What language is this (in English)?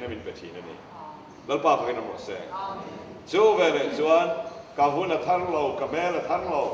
Mizo